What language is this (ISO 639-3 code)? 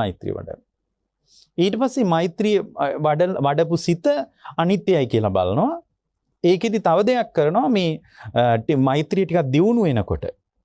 sin